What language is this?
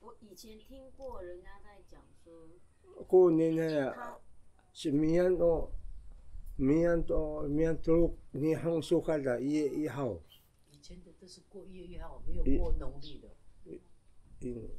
Taroko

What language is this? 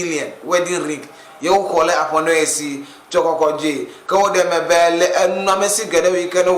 Ewe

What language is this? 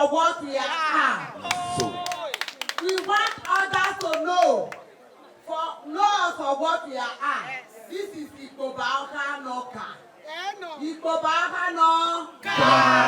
Nigerian Pidgin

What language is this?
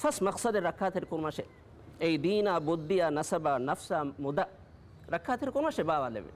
Divehi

